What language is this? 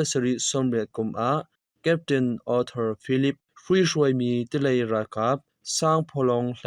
Hakha Chin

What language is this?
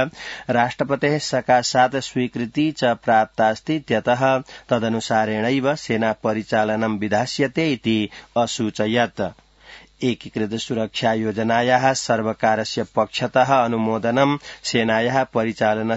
Sanskrit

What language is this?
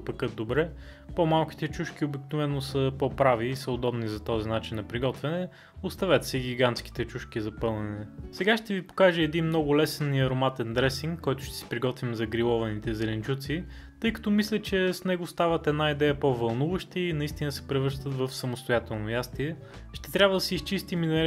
Bulgarian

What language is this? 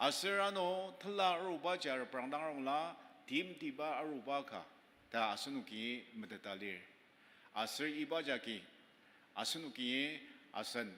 Ao Naga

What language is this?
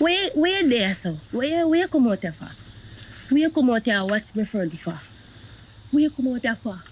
Jamaican Creole English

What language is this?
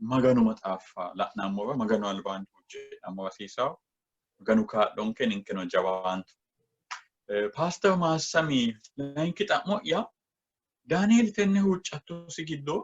Sidamo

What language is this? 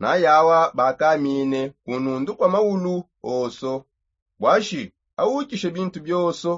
Songe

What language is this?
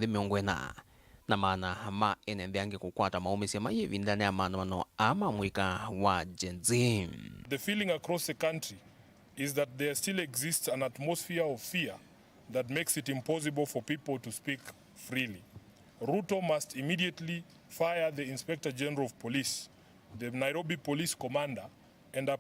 Kamba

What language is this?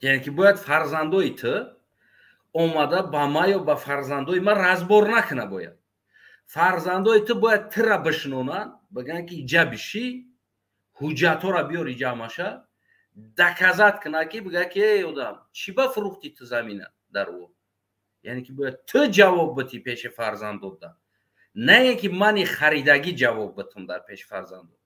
Tajik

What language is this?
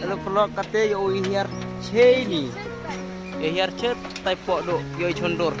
Khasi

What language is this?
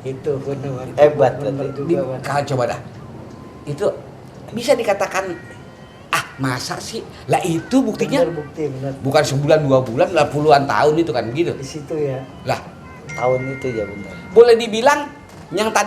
Betawi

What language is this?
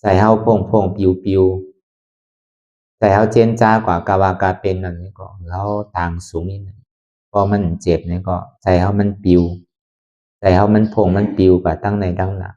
Lü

